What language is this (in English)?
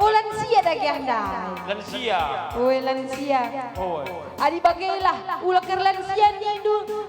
Batak Karo